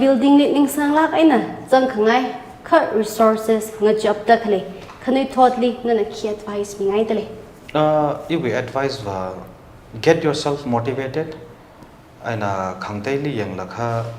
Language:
Tangkhul Naga (India)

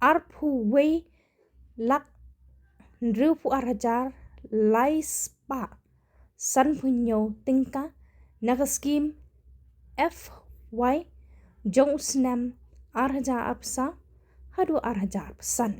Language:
Khasi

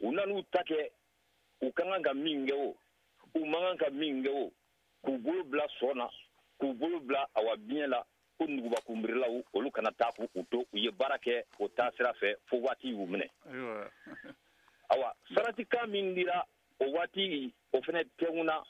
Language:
Bambara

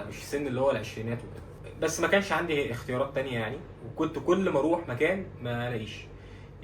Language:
Egyptian Arabic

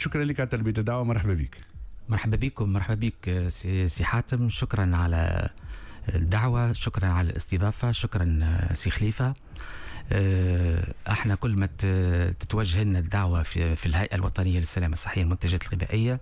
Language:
Tunisian Arabic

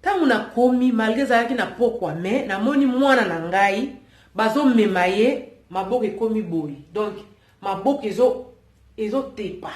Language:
Lingala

